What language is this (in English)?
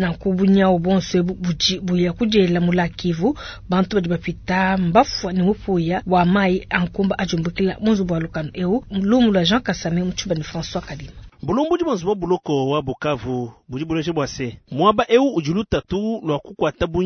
Luba-Lulua